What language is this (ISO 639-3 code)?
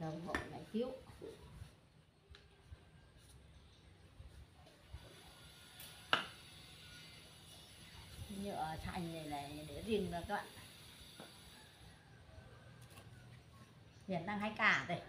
vie